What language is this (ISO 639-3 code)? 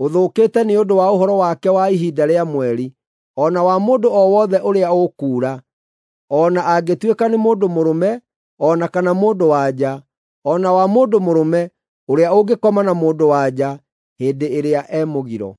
kik